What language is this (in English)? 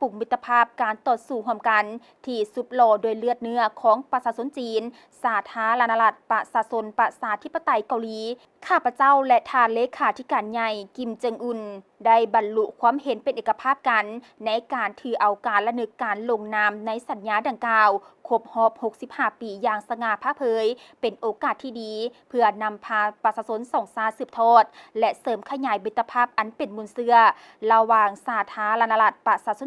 Lao